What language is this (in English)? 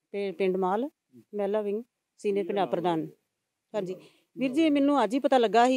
Punjabi